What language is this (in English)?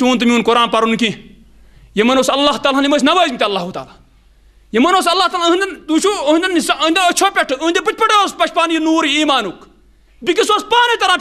Kashmiri